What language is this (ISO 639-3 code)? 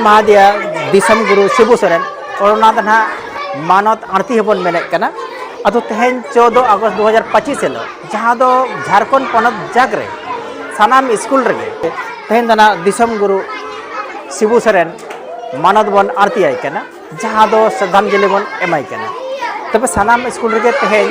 sat